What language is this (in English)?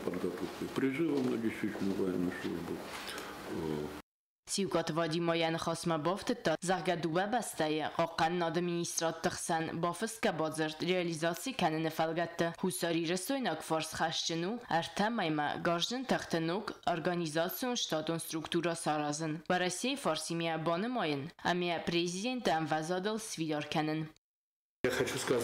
Ossetic